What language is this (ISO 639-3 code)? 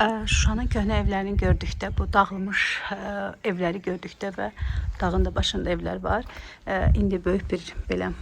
aze